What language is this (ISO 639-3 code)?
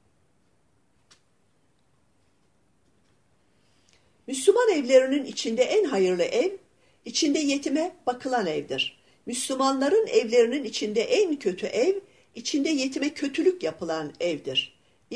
tur